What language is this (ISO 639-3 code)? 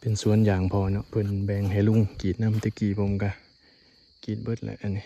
tts